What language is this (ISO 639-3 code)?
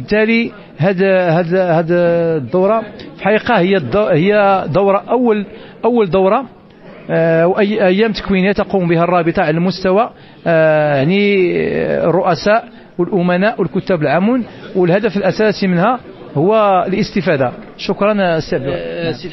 ary